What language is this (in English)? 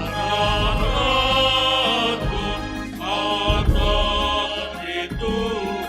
Batak Simalungun